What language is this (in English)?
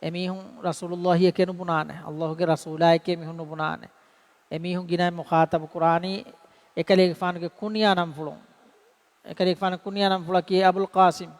Divehi